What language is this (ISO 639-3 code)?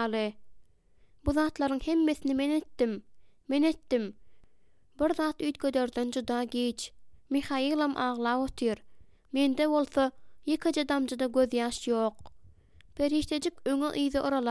tuk